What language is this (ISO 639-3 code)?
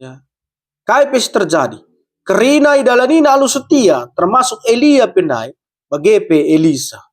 btx